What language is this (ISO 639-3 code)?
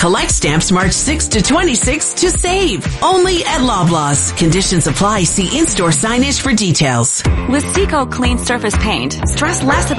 eng